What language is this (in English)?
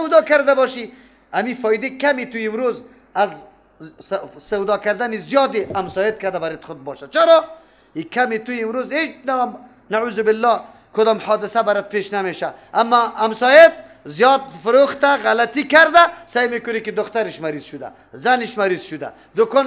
Persian